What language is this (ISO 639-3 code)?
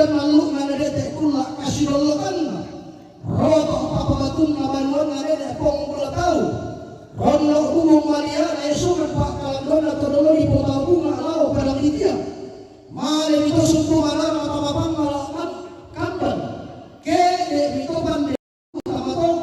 sda